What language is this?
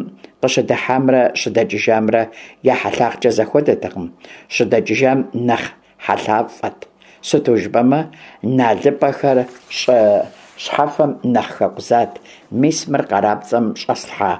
Kabardian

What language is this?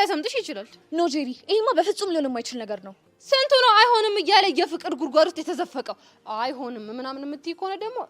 Amharic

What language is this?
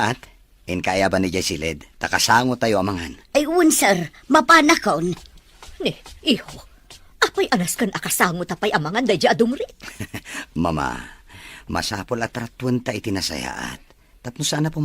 Iloko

